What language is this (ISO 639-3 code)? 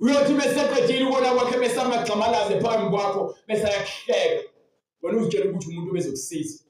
zul